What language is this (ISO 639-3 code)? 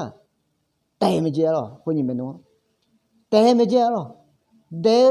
ahk